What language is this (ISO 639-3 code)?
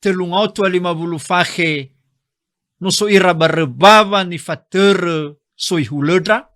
nia